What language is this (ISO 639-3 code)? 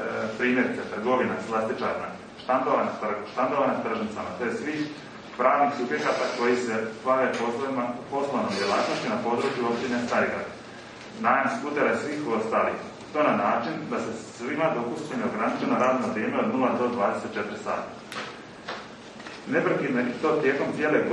hrv